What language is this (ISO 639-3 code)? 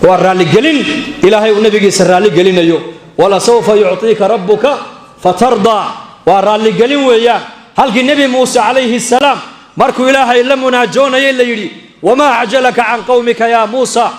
som